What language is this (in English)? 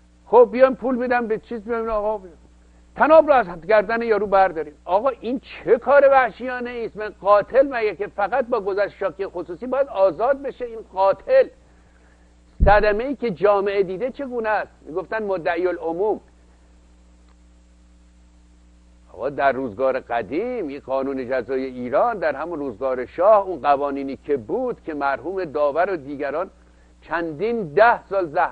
Persian